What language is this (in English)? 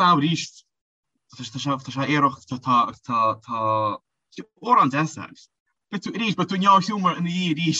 Irish